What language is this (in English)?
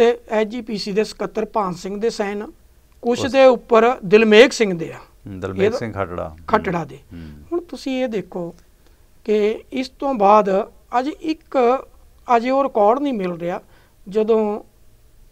Punjabi